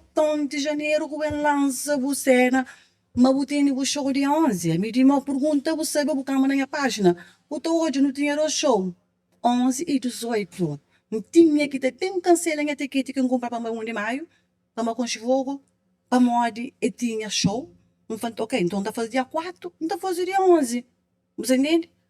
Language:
Kabuverdianu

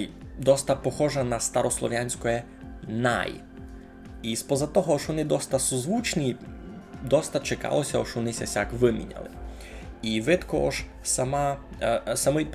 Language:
Rusyn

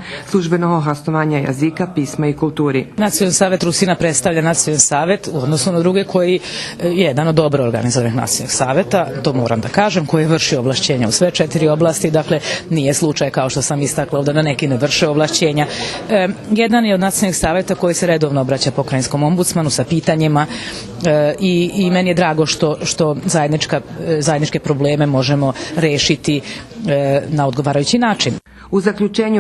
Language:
Rusyn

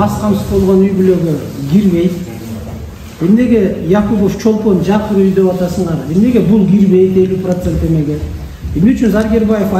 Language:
Kyrgyz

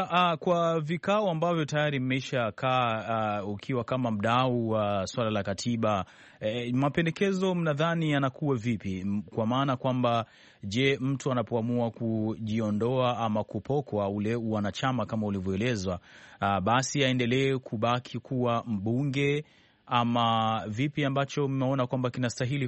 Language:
Swahili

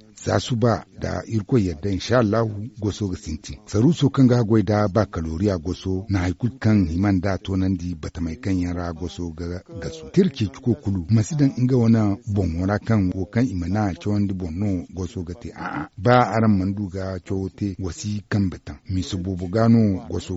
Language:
Zarma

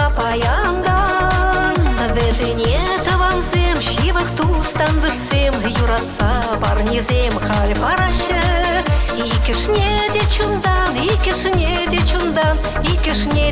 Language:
Chuvash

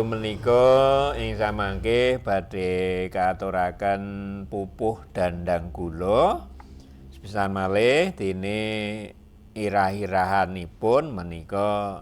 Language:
Javanese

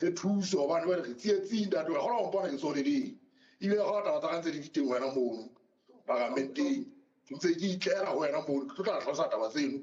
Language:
Southern Sotho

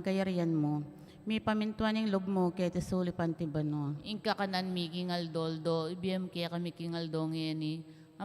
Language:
Pampanga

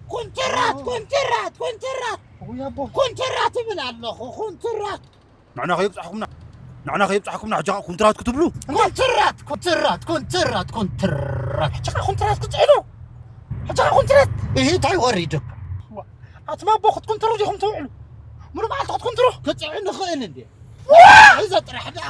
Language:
Tigrinya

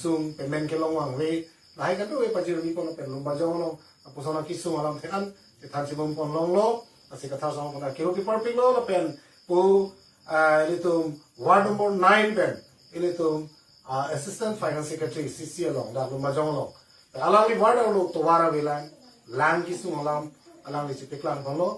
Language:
Karbi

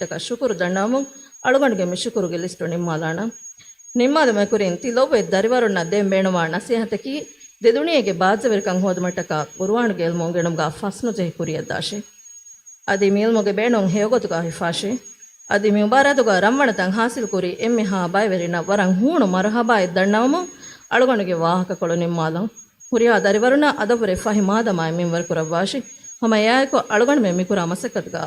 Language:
Divehi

